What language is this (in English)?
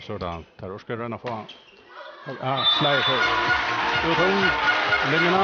Faroese